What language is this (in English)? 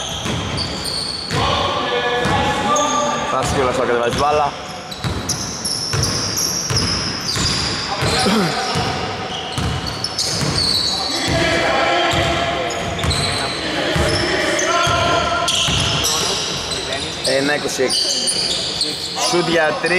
Greek